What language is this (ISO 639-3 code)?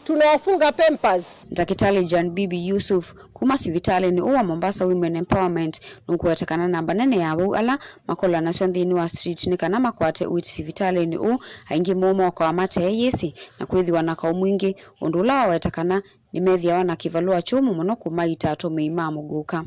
kam